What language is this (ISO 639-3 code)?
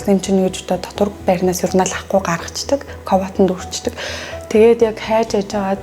mon